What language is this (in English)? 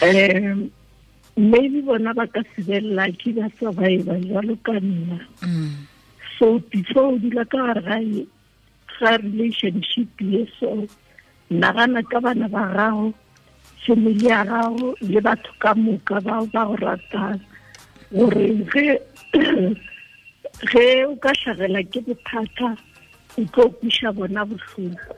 Tswana